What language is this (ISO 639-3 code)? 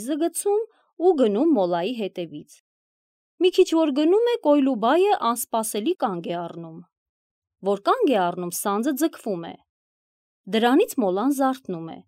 hye